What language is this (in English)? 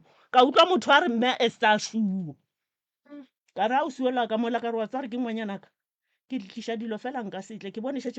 Northern Sotho